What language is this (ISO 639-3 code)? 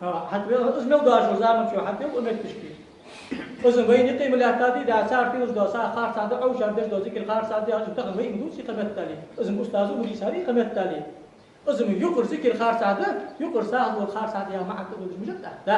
inh